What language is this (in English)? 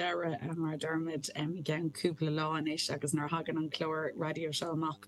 Irish